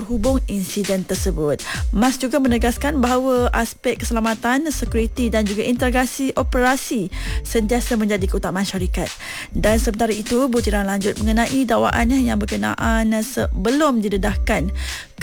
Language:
Malay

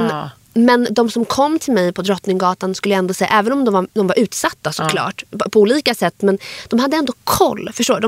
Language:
Swedish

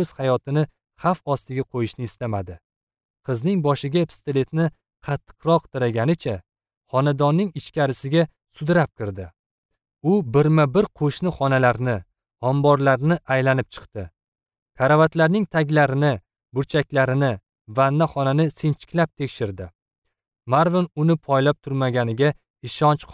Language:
Uzbek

